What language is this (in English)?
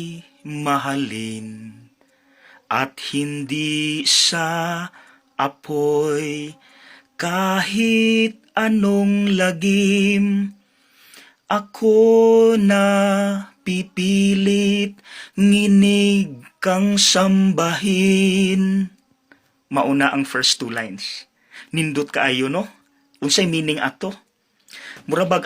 Cebuano